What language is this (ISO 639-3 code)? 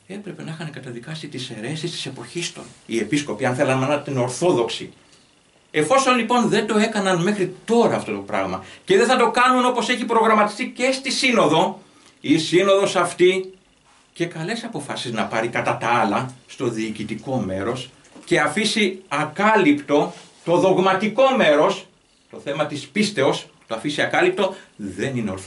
ell